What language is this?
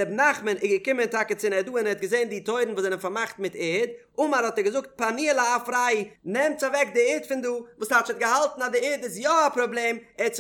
Yiddish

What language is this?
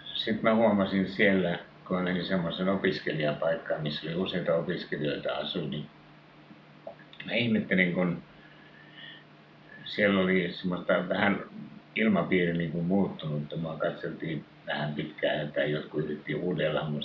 Finnish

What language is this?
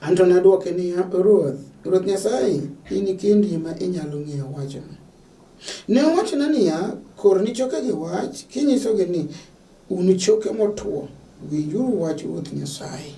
Luo (Kenya and Tanzania)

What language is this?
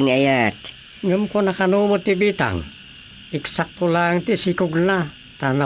Iloko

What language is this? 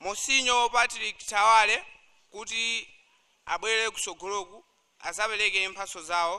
Nyanja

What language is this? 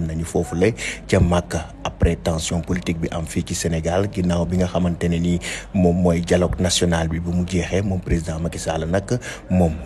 Wolof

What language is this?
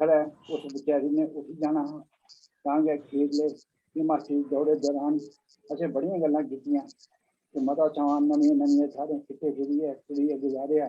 Dogri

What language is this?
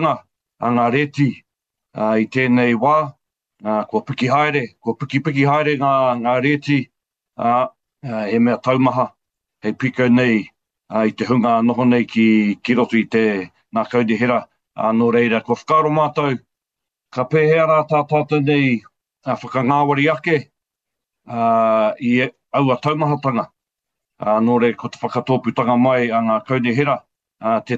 Māori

